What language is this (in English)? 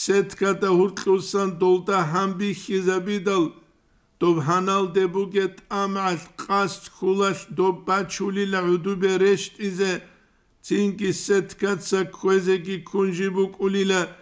Avaric